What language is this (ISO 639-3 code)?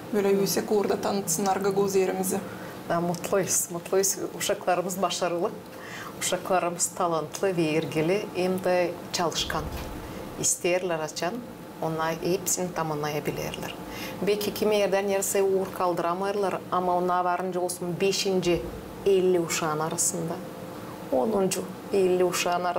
gag